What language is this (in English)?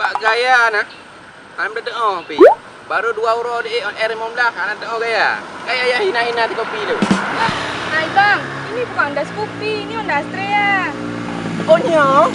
Achinese